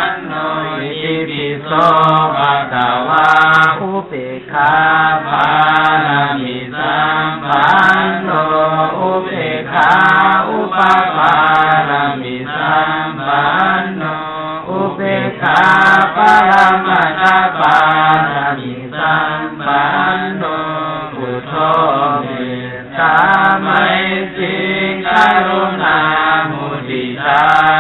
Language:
Pali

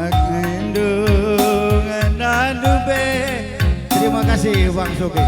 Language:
Batak Karo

